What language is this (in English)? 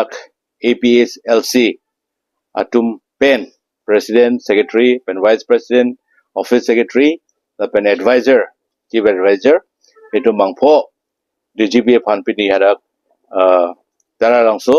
Karbi